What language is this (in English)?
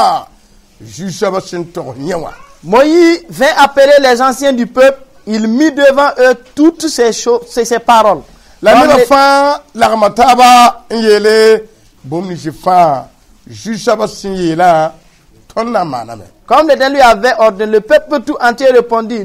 Mossi